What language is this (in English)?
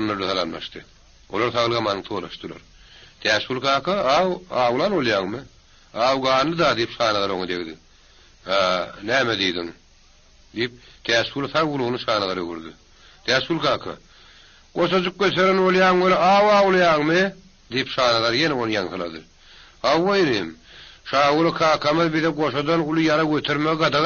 Turkmen